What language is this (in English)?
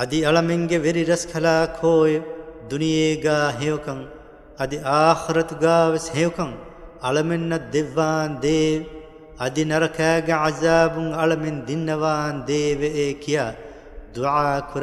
Divehi